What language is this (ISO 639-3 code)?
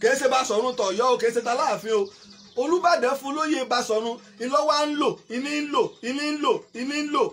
yor